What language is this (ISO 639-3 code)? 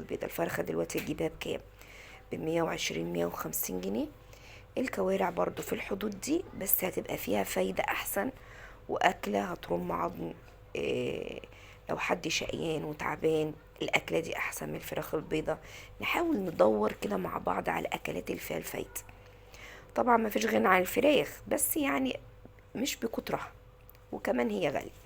arz